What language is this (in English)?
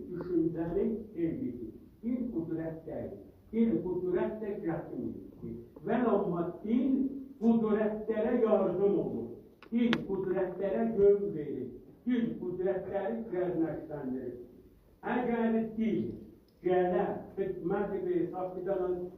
South Azerbaijani